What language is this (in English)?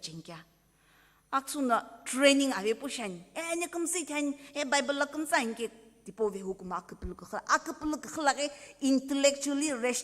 Sumi Naga